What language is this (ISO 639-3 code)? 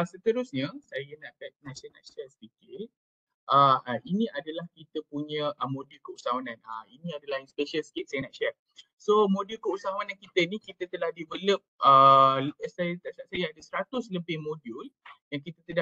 msa